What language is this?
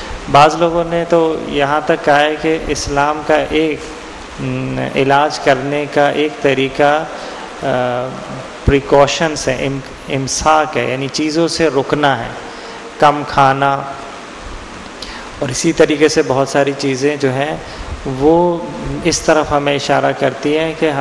Urdu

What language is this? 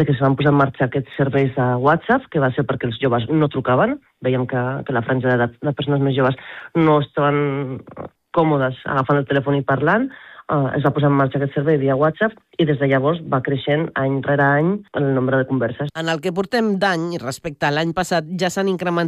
Catalan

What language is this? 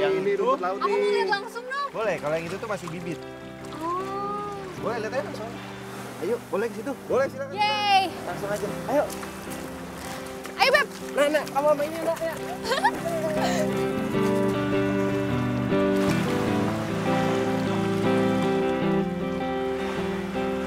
Indonesian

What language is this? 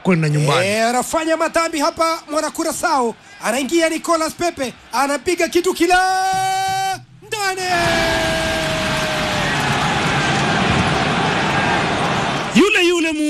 Swahili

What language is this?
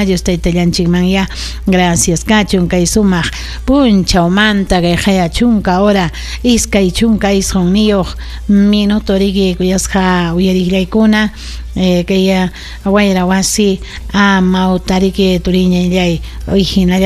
Ayacucho Quechua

